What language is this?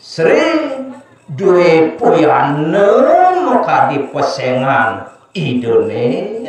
Balinese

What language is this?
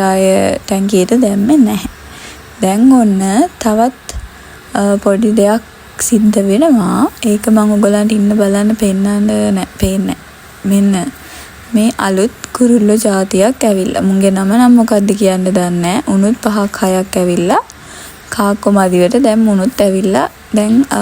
Sinhala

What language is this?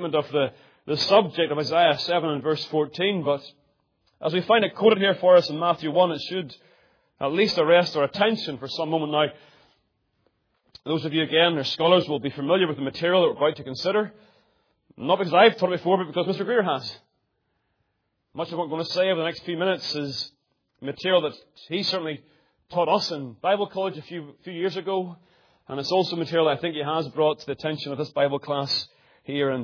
English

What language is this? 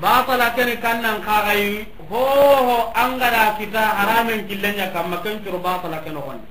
Soninke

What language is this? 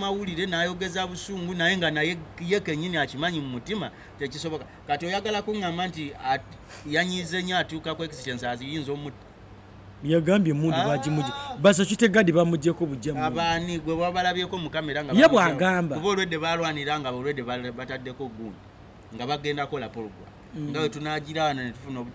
Ganda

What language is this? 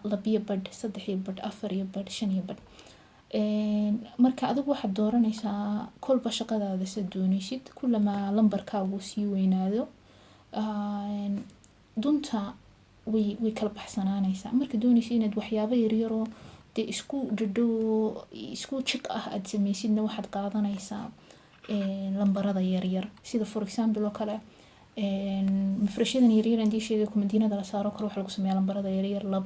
Somali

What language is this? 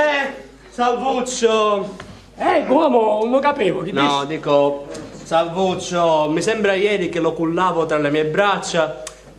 Sicilian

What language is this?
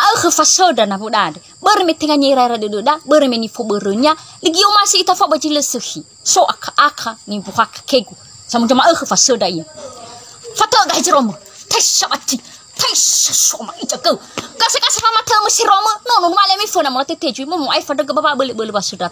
Nias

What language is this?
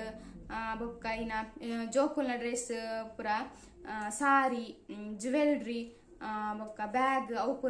Tulu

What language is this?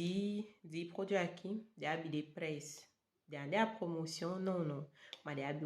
Saramaccan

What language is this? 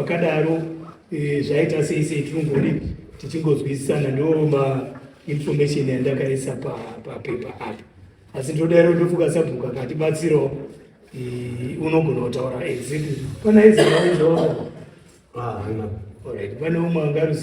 Shona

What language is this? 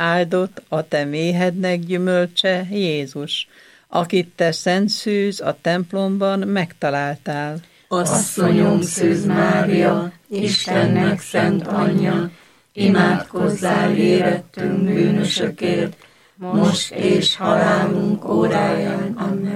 Hungarian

